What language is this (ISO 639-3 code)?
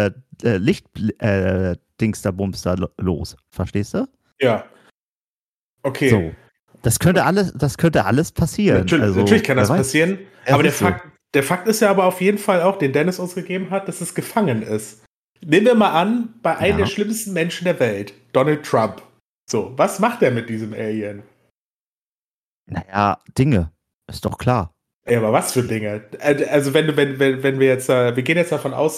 deu